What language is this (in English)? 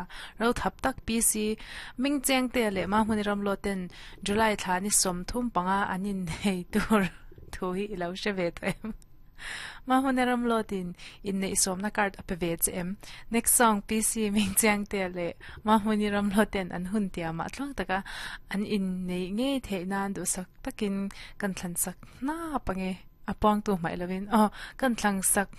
Mizo